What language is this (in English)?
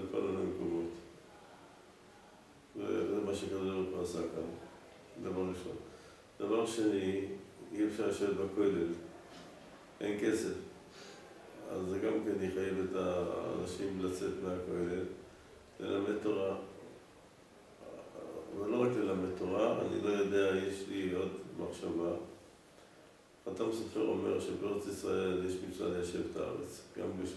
Hebrew